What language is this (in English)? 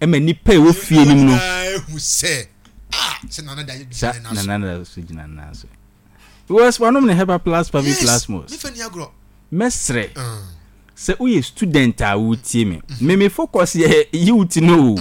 Akan